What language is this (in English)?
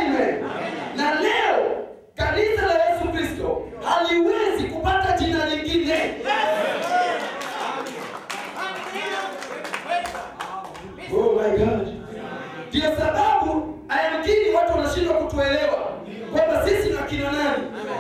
Swahili